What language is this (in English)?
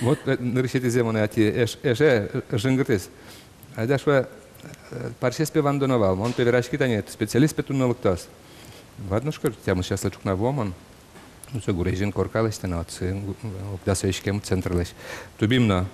Udmurt